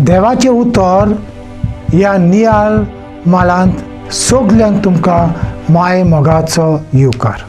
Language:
Konkani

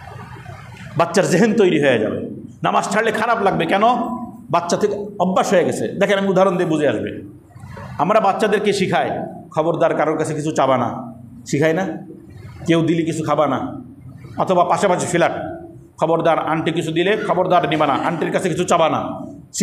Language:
Bangla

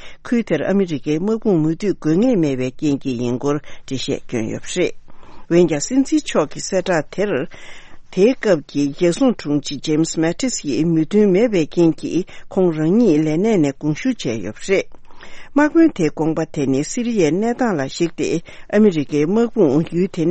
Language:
Tibetan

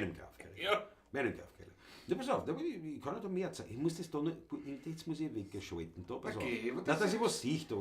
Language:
Bavarian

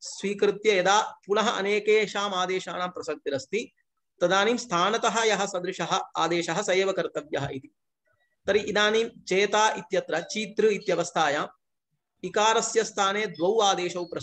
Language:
Sanskrit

